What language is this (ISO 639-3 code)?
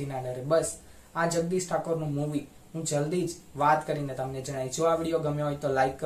guj